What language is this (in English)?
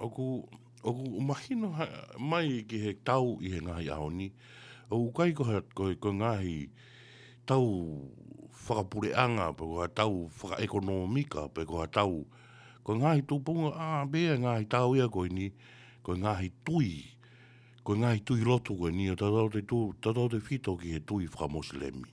Tongan